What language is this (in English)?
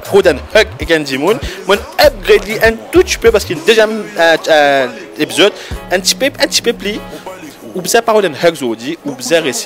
Morisyen